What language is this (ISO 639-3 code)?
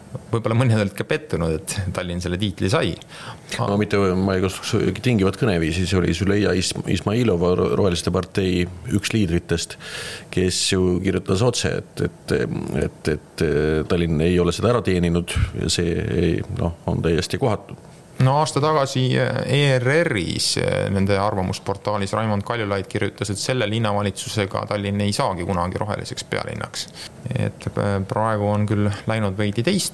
est